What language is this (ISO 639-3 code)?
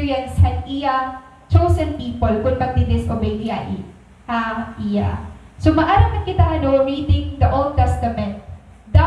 war